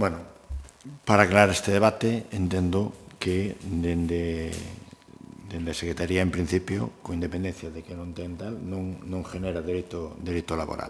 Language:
Galician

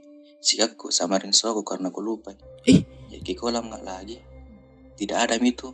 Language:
Makassar Malay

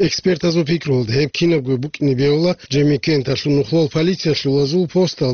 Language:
Avaric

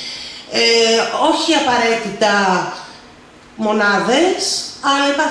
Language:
Greek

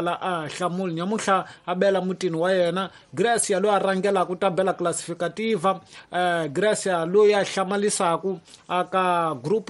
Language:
Tsonga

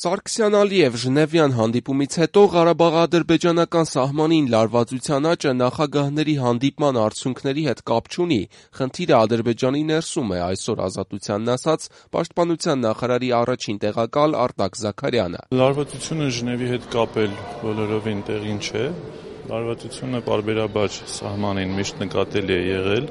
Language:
Armenian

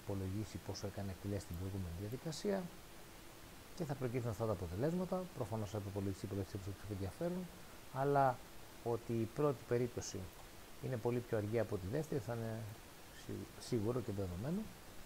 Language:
Greek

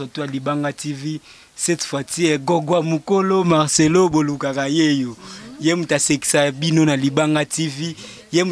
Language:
Lingala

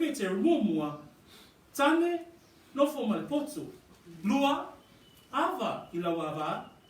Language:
Samoan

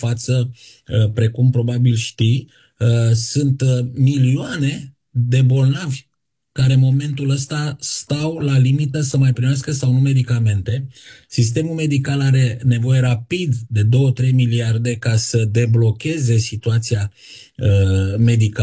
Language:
Romanian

